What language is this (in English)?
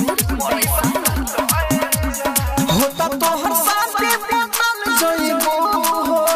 Bhojpuri